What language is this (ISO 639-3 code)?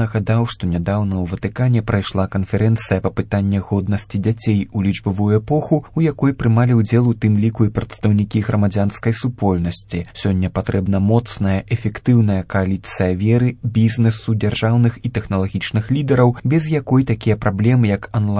bel